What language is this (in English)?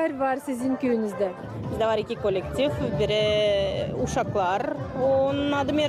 Gagauz